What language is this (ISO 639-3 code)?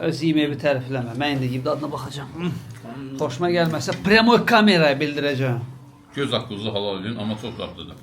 aze